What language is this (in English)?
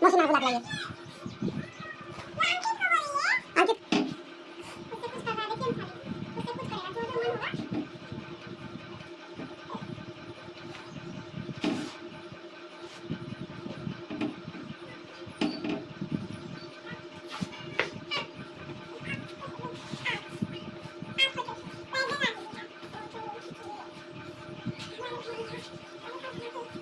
Hindi